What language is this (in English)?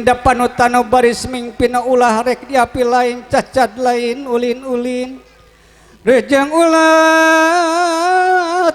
Sundanese